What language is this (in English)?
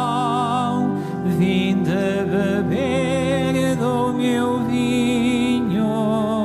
Portuguese